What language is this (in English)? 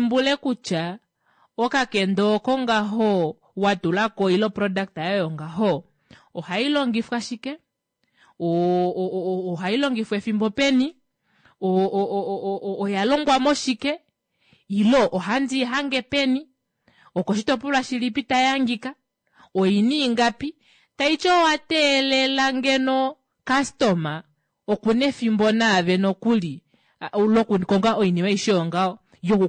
Kuanyama